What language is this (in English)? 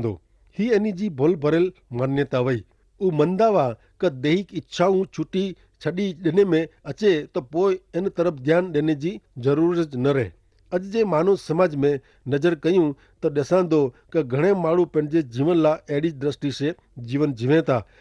Kachhi